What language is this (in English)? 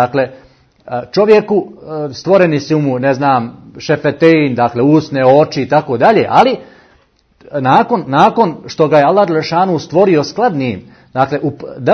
Bosnian